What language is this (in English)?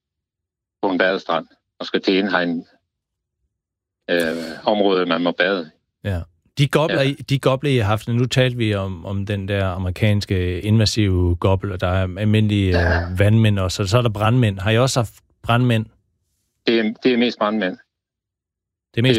Danish